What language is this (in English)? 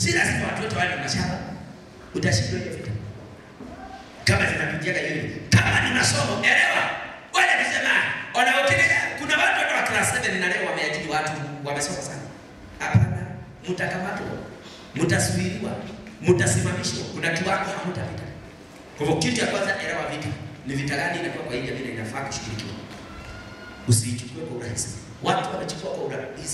Swahili